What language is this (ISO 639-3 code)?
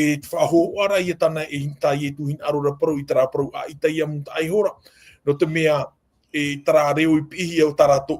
tah